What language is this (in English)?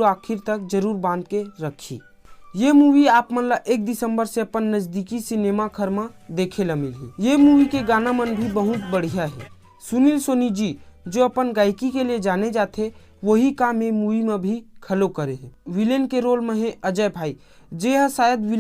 Chhattisgarhi